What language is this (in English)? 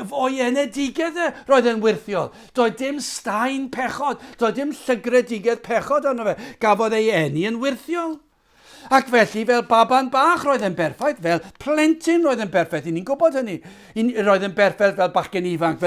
Welsh